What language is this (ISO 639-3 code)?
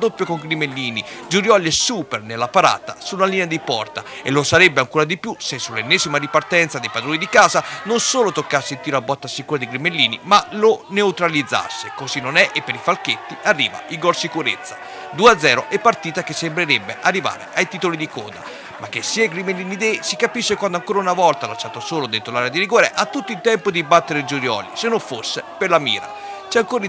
ita